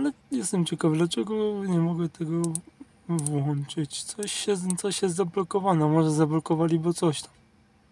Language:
Polish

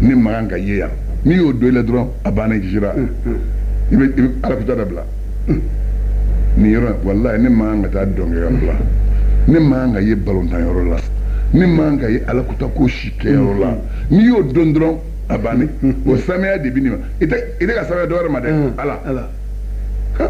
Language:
Bambara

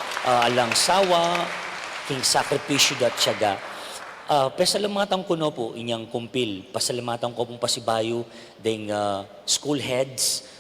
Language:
Pampanga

